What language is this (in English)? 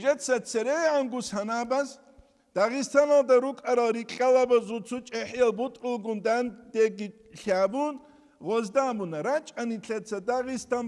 Avaric